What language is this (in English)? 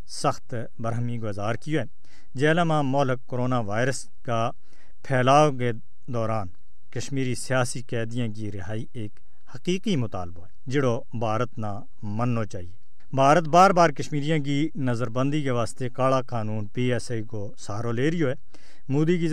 Gujari